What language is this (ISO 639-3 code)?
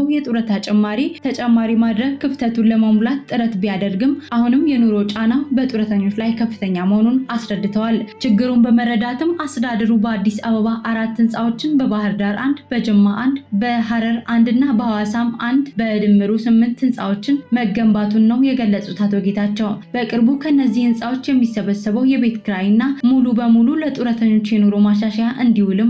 amh